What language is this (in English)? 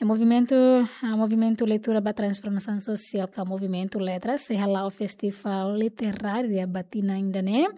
Tetum